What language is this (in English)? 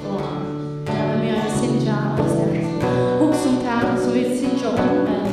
Faroese